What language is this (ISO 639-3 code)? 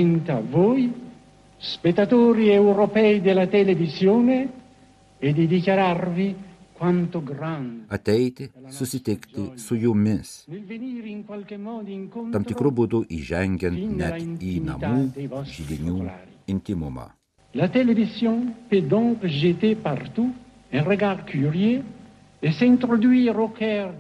lit